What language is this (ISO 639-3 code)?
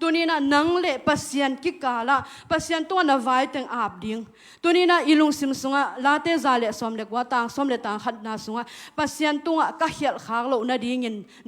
ctd